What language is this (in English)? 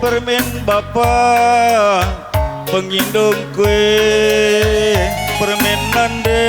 Batak Karo